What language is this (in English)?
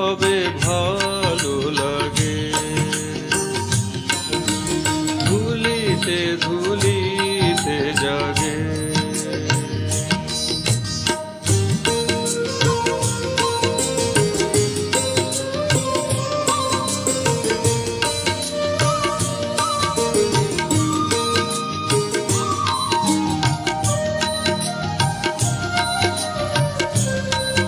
Bangla